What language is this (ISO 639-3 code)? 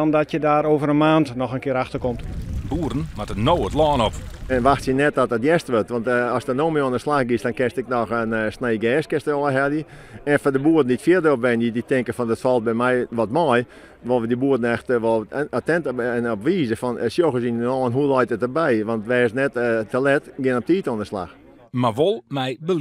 fry